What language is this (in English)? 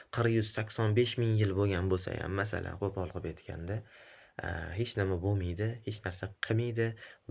Uzbek